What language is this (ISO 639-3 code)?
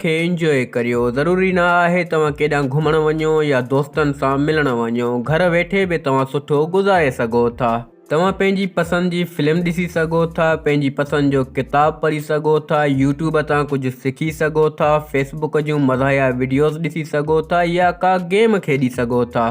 snd